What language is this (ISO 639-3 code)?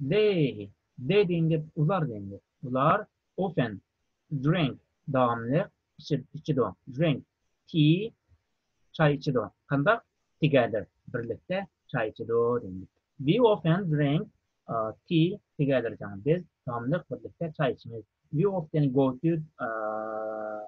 uig